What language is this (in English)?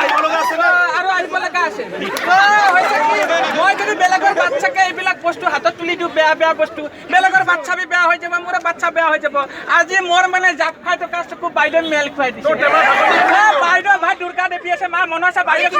Assamese